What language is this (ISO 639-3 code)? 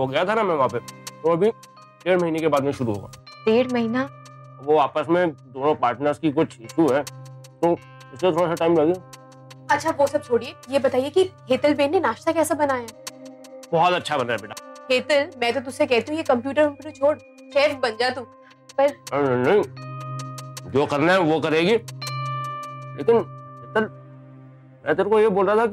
hin